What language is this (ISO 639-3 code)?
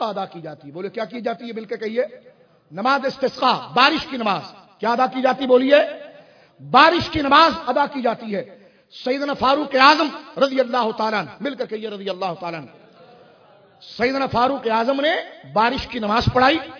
urd